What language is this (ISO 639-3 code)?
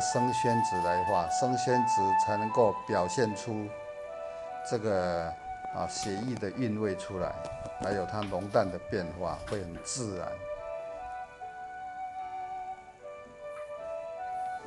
zho